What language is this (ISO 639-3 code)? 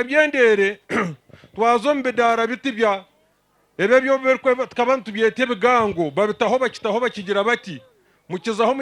nyn